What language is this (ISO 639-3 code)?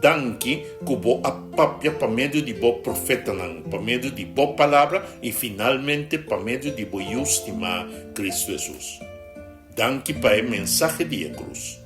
pap